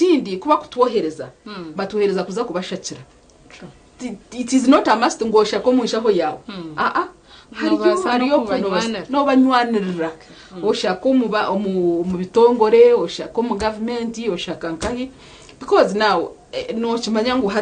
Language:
Nyankole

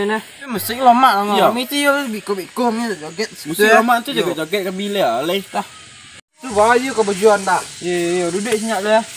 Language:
Minangkabau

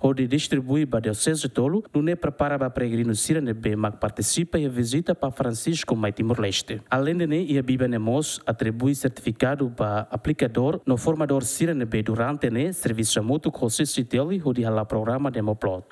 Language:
Tetum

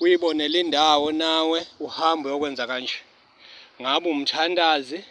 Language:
Zulu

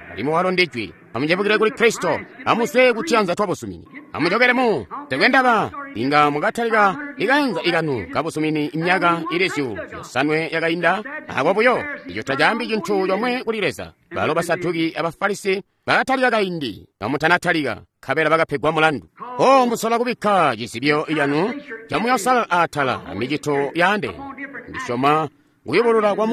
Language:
Tonga (Zambia)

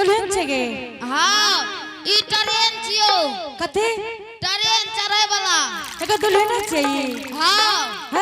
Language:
Angika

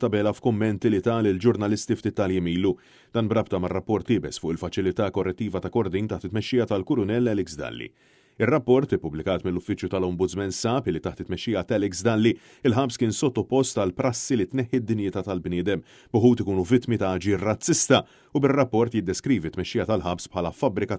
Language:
Maltese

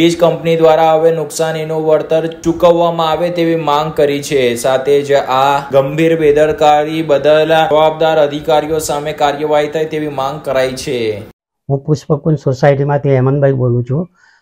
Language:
Gujarati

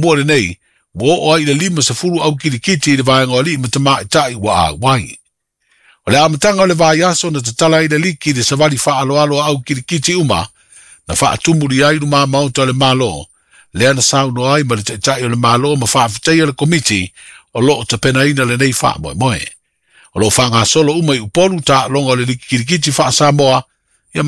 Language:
Samoan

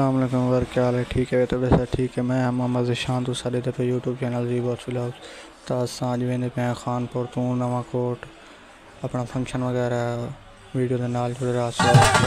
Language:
Saraiki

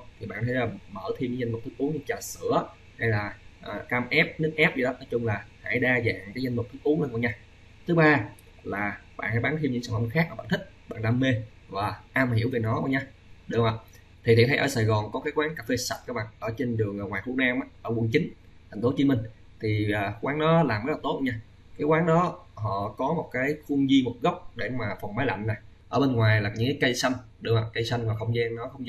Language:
Vietnamese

